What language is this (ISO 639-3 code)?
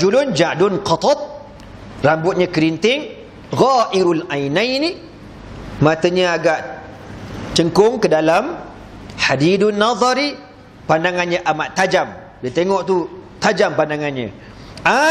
msa